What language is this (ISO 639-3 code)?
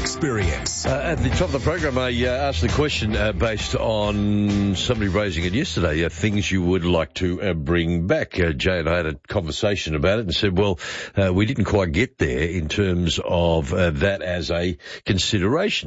eng